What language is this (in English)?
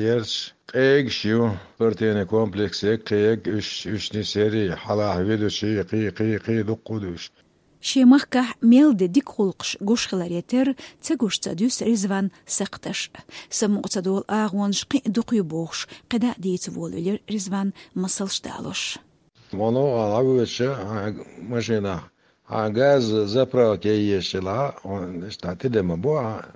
Chechen